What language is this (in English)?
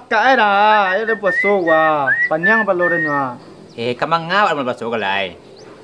Minangkabau